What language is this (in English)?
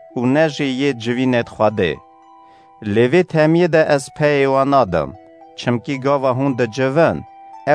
Kurdish